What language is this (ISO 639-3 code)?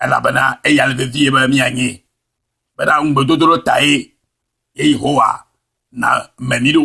ewe